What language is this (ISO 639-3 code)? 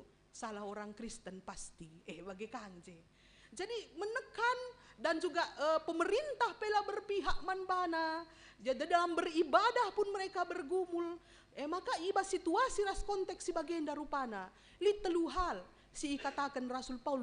btx